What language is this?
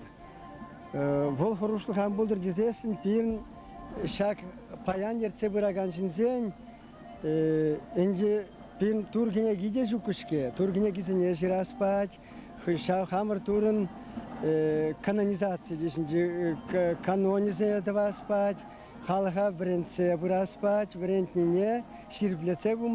Chuvash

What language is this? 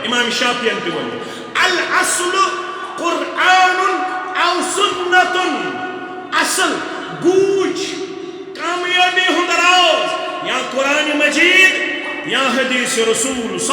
Kashmiri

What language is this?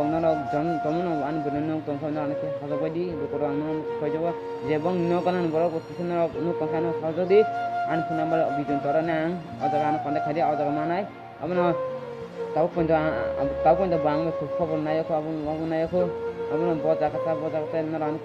Kok Borok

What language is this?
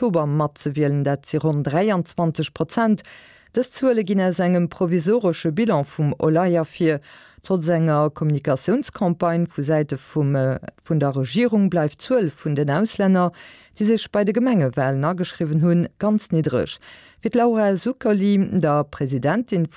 Luxembourgish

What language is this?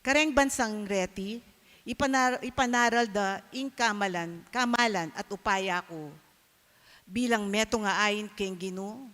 Pampanga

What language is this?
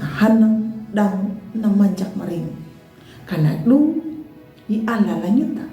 Anakalangu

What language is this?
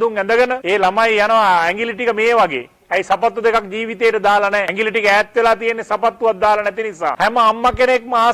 Sinhala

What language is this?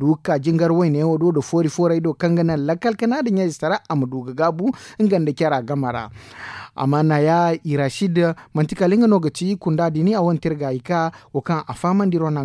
Zarma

